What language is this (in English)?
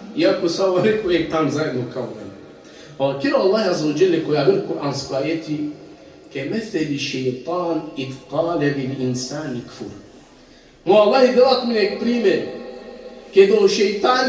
Balkan Romani